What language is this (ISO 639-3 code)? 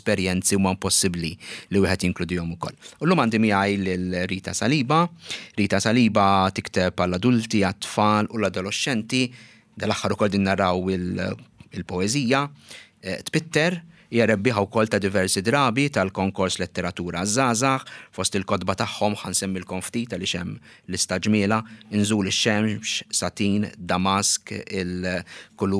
mlt